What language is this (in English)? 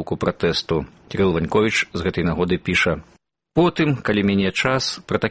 Belarusian